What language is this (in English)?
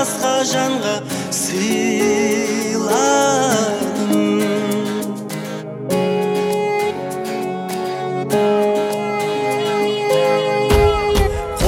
Kazakh